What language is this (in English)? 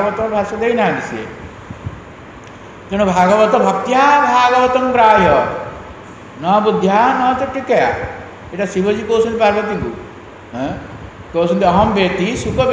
Odia